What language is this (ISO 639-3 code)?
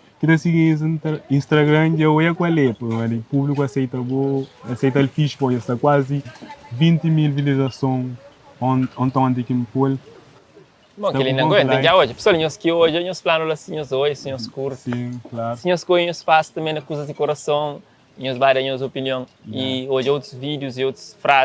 kea